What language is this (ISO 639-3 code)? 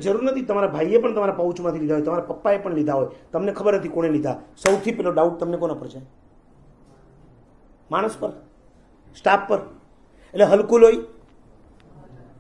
guj